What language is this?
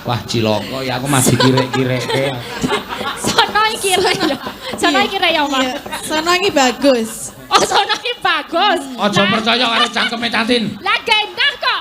Javanese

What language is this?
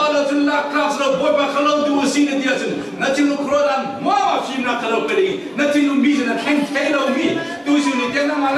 Falam Chin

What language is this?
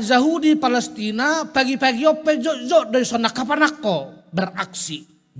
Batak Toba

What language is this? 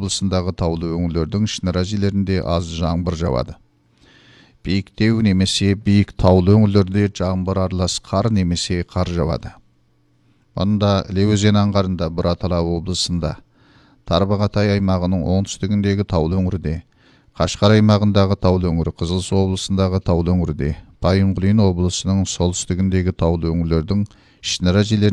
Kazakh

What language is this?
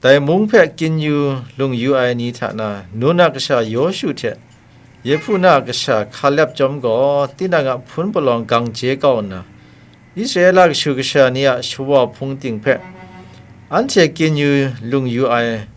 Kachin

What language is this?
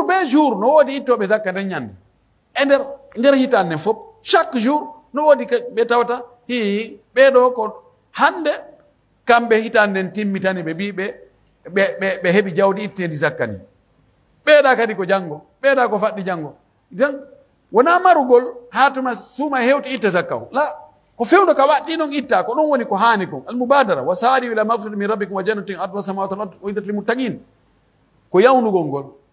Pular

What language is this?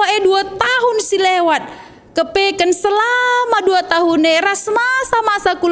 Batak Karo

